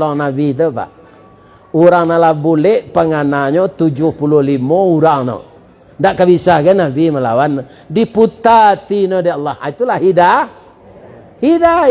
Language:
Minangkabau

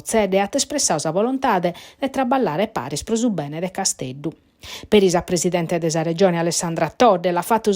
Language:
Sardinian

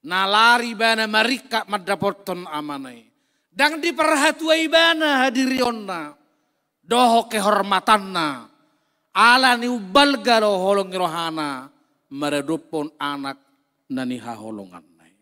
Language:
Batak Toba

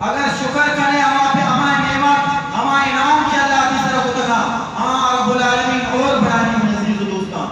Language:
Eastern Balochi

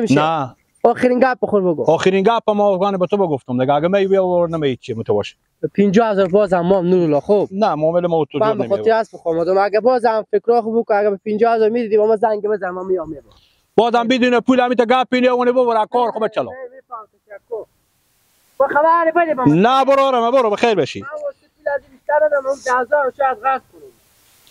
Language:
Persian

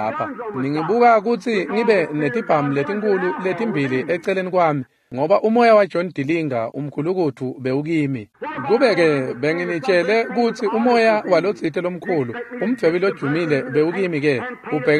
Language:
Swati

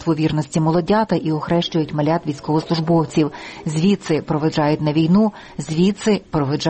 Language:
Ukrainian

